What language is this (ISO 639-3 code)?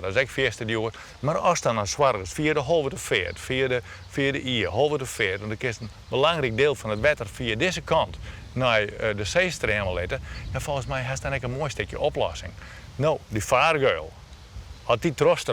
fry